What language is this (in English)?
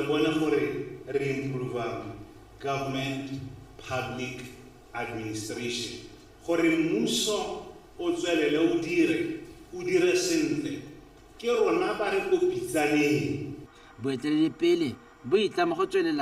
Tswana